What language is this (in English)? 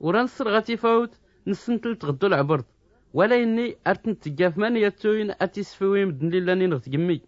Tachelhit